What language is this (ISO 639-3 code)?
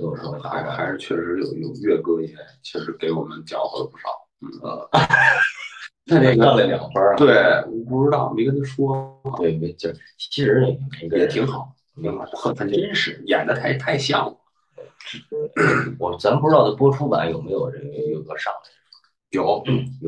zho